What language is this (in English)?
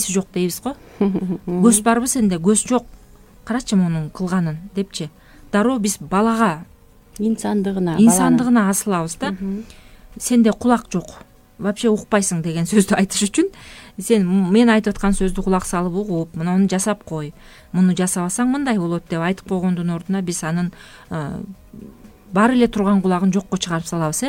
Kyrgyz